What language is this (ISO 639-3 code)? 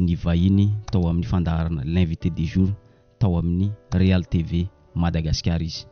mlg